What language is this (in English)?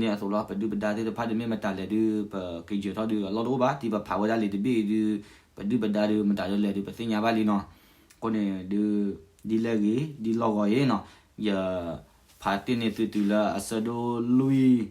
S'gaw Karen